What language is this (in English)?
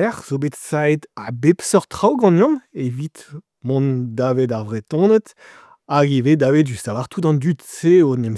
Breton